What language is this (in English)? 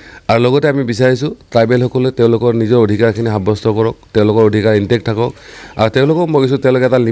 Assamese